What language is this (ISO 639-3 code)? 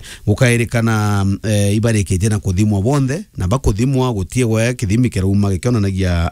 mer